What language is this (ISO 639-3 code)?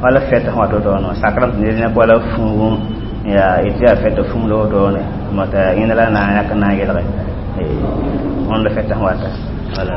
mos